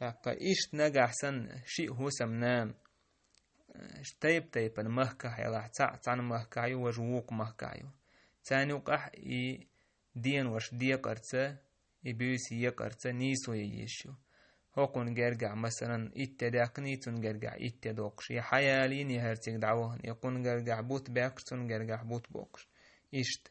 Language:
Chechen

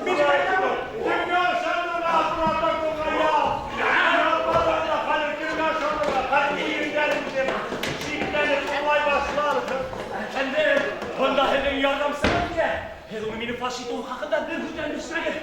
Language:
Bashkir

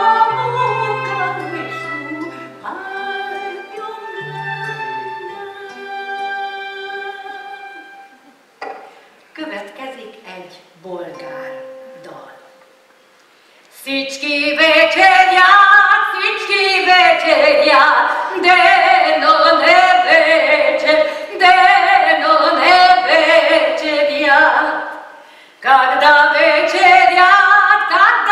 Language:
Hungarian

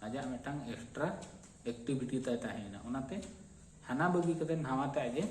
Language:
Santali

